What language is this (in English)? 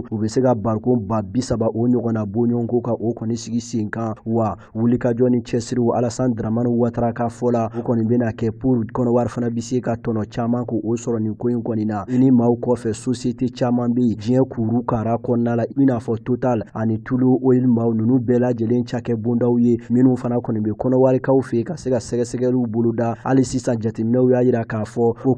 Bambara